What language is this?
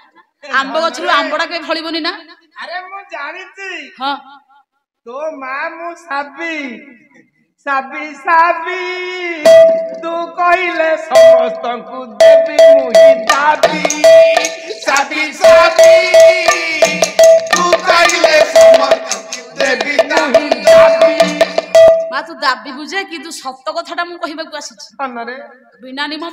Odia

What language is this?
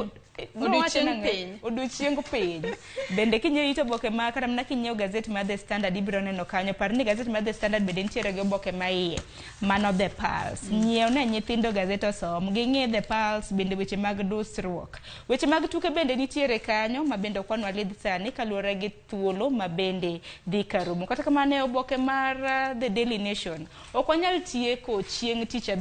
Luo (Kenya and Tanzania)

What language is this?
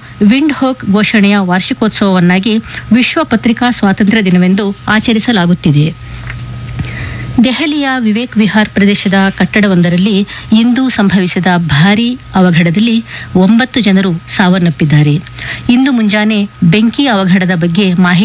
Kannada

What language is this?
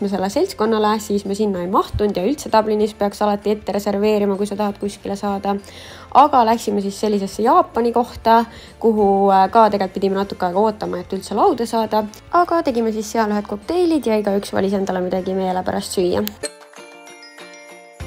Estonian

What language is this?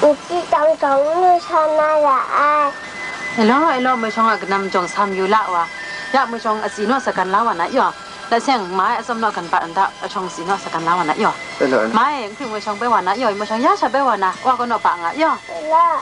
Kachin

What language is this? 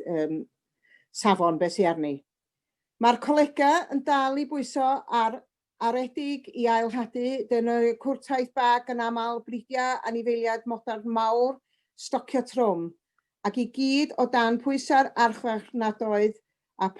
Welsh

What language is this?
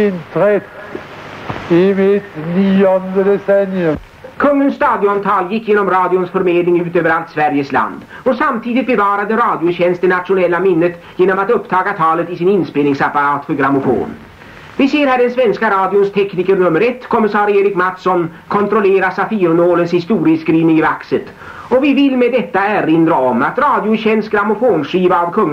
Swedish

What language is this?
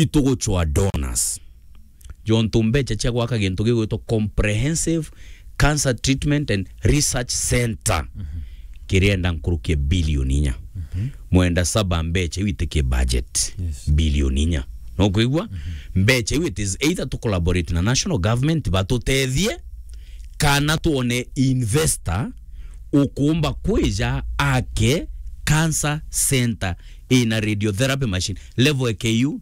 Meru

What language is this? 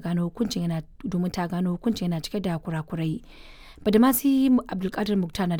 Hausa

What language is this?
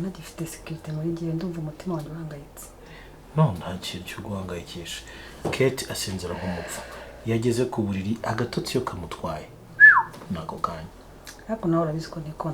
Kinyarwanda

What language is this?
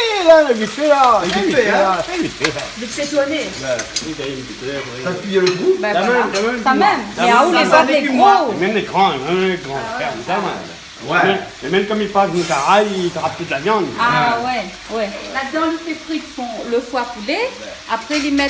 Réunion Creole French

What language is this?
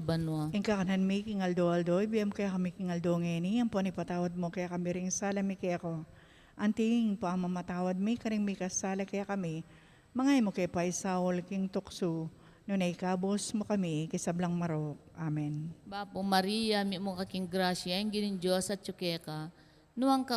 Pampanga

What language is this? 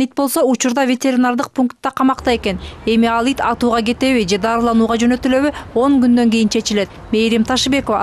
Kyrgyz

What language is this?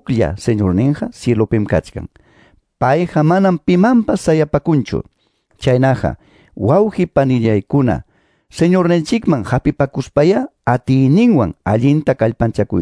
Quechua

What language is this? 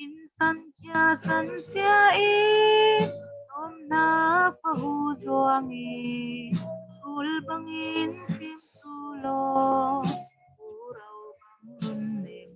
Falam Chin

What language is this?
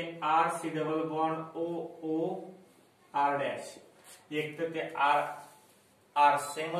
Marathi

